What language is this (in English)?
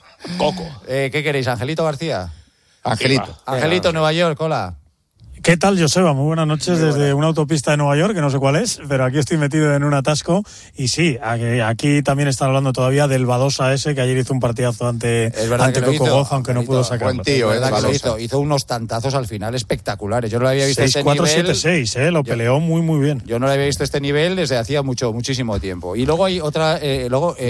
Spanish